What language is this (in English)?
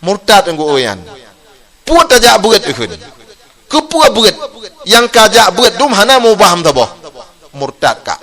Achinese